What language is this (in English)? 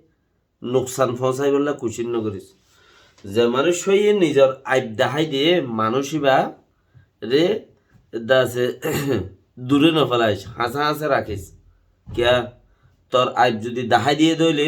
Rohingya